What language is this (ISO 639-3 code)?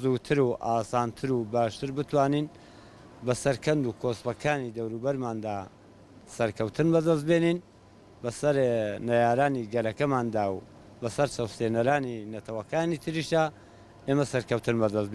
ckb